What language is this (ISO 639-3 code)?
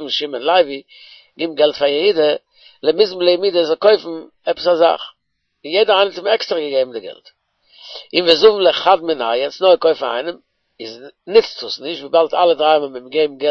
yid